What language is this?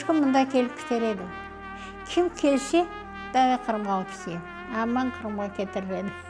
Crimean Tatar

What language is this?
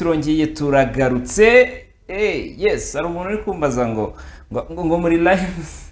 Kinyarwanda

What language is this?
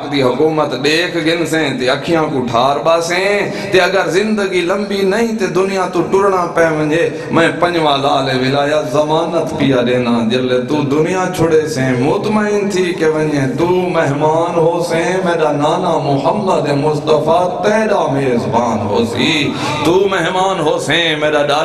Saraiki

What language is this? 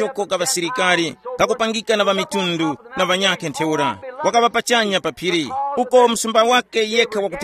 Tumbuka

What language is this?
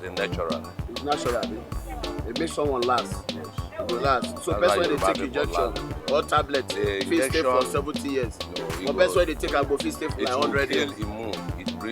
Nigerian Pidgin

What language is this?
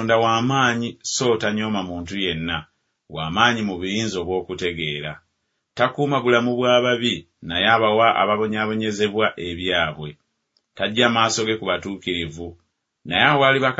Ganda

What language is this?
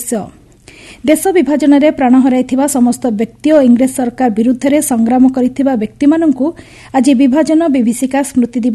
Odia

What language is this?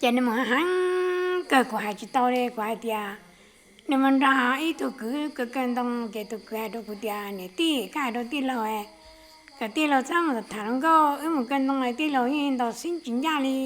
Hmong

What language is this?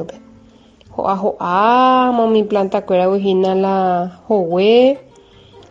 Guarani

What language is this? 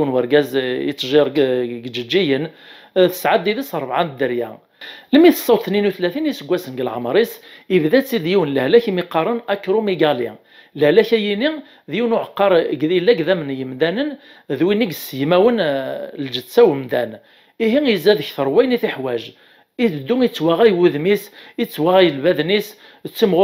Kabyle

